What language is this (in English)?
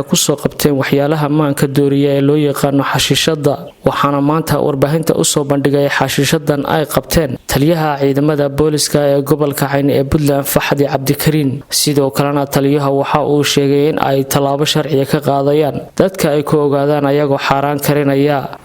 Somali